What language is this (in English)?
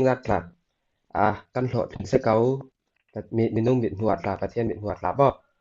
Falam Chin